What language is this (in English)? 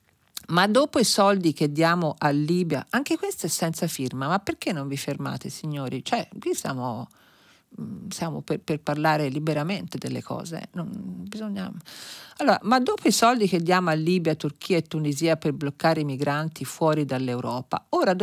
Italian